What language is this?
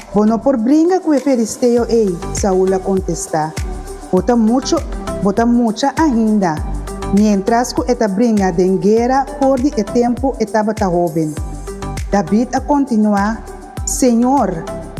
Papiamento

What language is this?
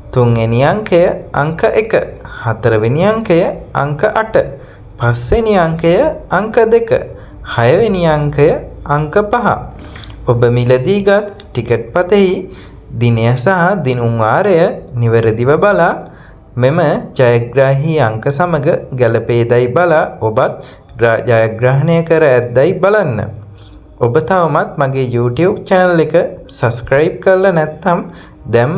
Sinhala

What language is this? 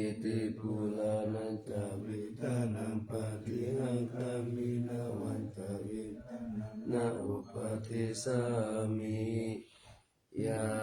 Pali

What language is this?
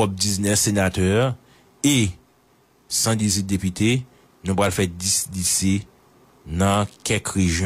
Haitian Creole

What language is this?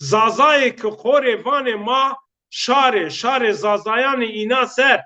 Zaza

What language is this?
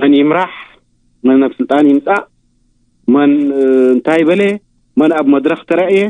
Tigrinya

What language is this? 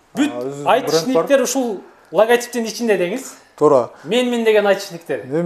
Kyrgyz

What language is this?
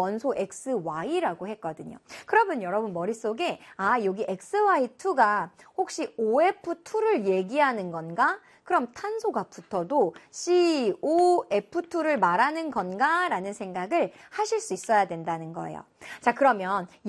Korean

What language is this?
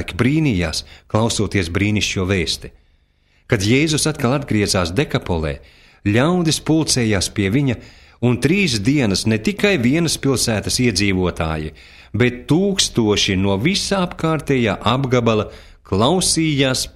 Latvian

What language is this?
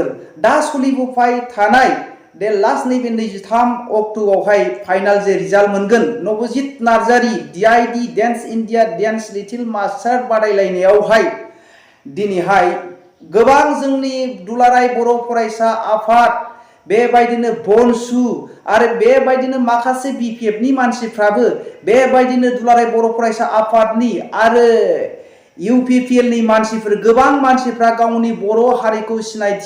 Bodo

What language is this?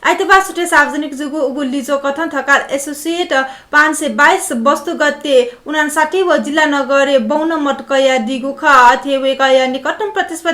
Newari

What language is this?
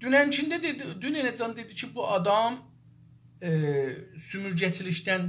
South Azerbaijani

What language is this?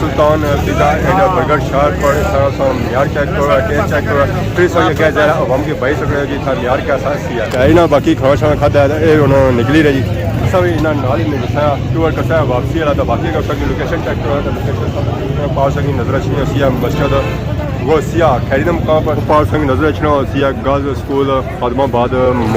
Pahari-Potwari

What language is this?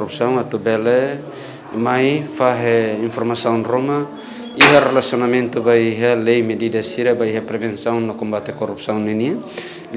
Tetum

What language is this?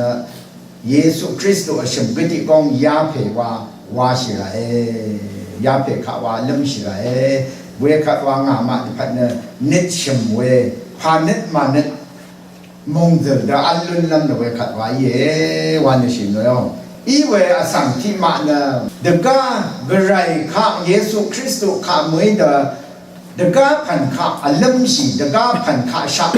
Rawang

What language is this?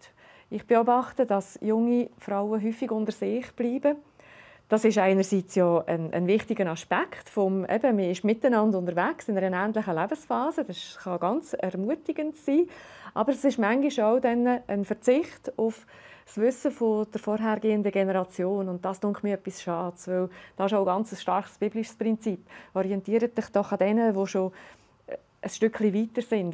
Swiss German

